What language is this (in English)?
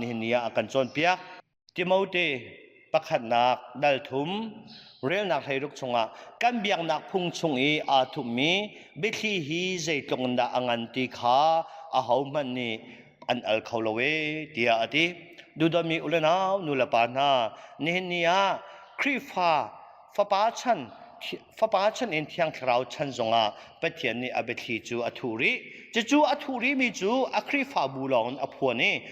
Hakha Chin